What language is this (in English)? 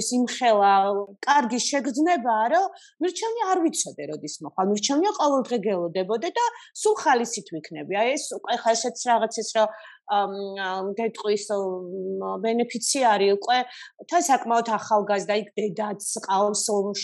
Georgian